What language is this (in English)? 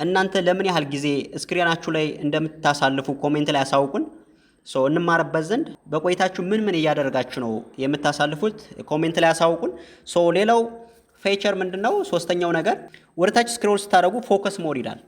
Amharic